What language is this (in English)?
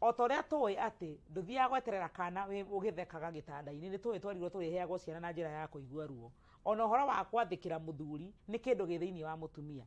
Kikuyu